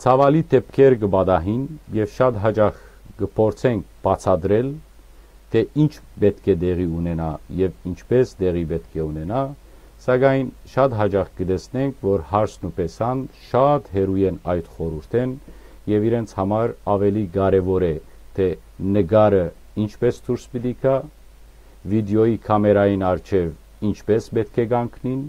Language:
Western Armenian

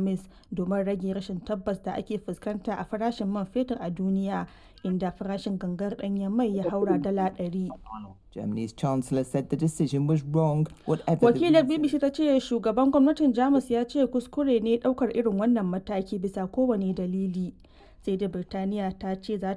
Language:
Hausa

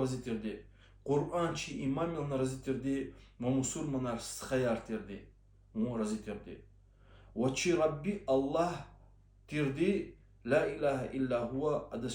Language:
Lezghian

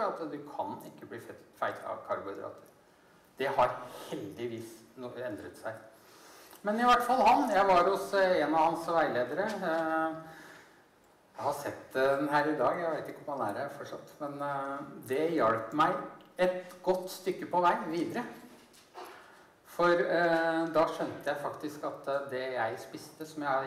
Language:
Norwegian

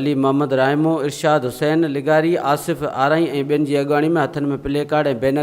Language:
Sindhi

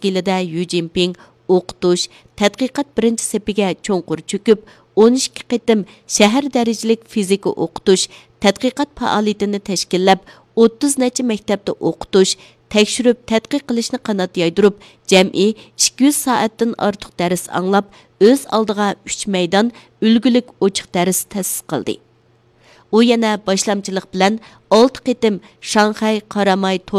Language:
Uyghur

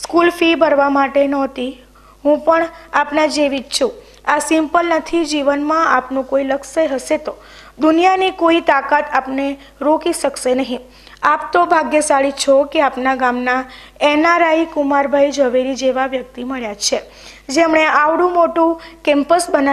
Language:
Gujarati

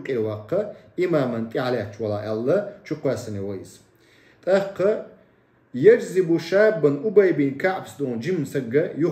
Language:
Chechen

